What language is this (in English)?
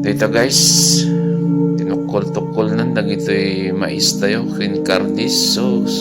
Iloko